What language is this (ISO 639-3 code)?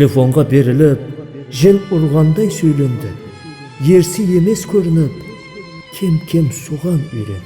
kaa